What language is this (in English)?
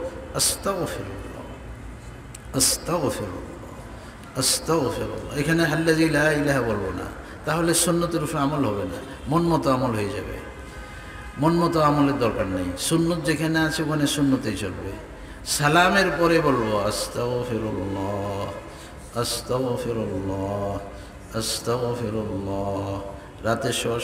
Bangla